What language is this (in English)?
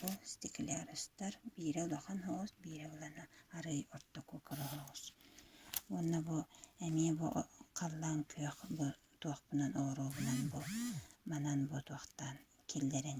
Yakut